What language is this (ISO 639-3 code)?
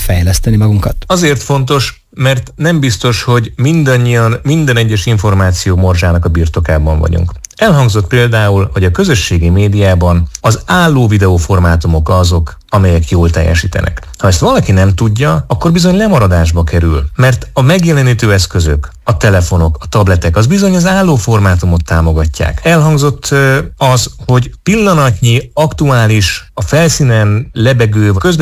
hun